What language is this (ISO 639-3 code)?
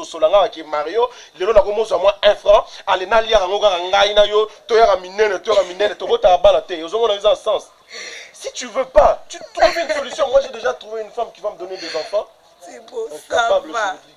lin